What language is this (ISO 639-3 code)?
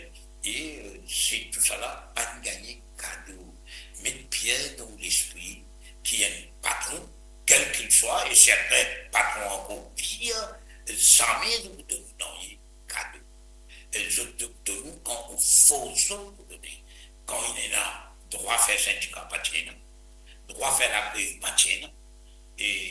mfe